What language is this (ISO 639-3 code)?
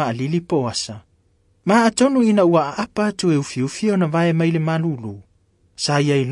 smo